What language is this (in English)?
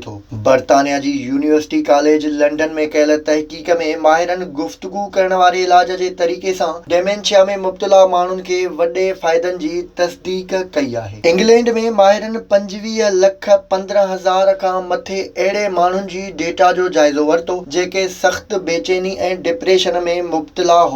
Sindhi